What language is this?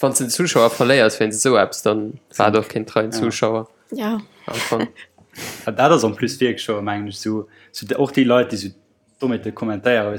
Luxembourgish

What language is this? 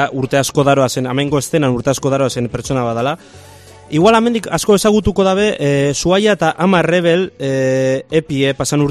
Basque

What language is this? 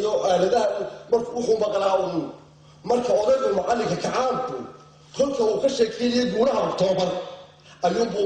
Somali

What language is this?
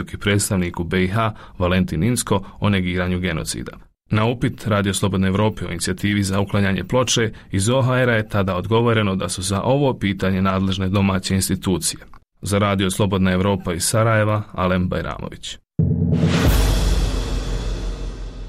Bosnian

